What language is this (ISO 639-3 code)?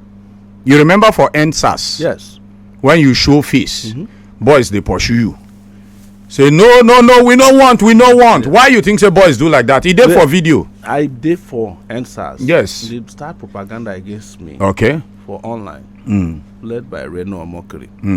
pcm